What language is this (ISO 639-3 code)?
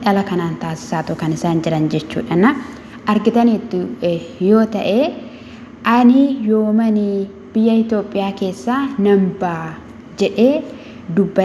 orm